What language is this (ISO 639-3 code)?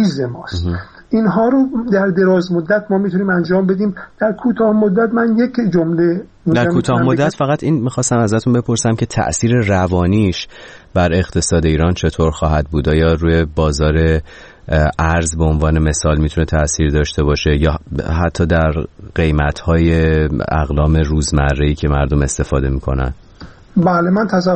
fas